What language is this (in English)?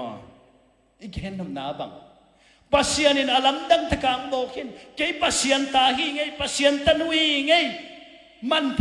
Tedim Chin